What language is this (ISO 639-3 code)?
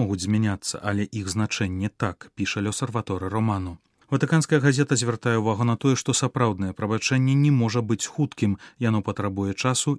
bel